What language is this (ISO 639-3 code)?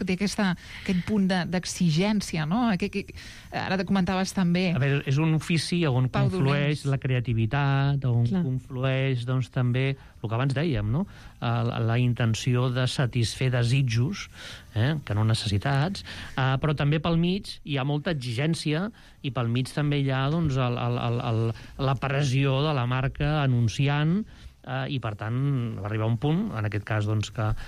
cat